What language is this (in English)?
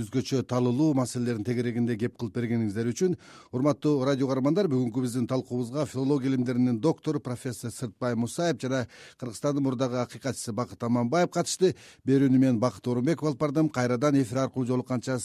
Kyrgyz